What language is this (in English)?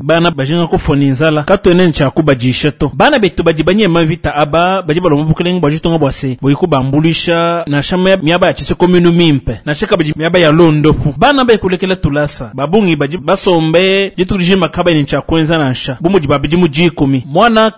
Luba-Lulua